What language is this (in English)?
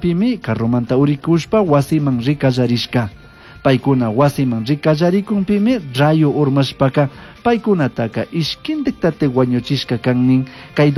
Chimborazo Highland Quichua